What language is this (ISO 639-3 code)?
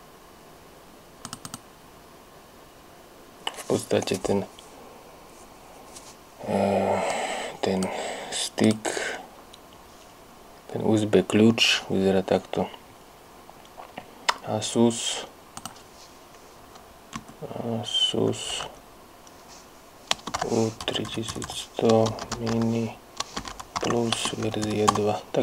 slk